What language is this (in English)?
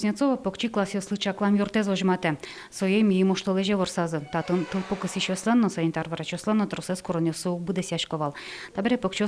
Udmurt